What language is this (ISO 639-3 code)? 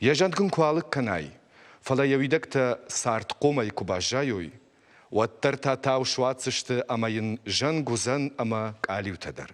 oss